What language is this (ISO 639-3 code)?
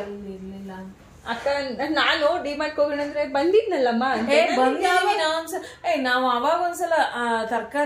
kan